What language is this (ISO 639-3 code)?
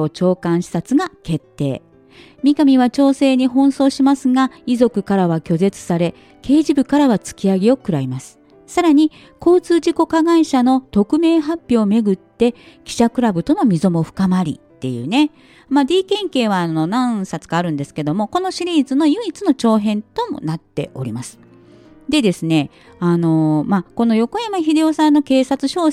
jpn